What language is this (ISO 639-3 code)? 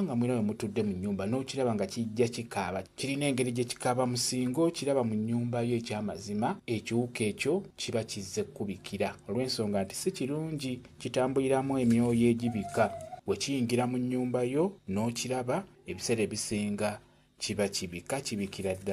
lug